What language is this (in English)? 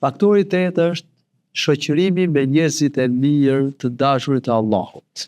Albanian